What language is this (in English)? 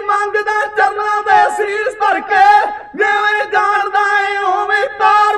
Punjabi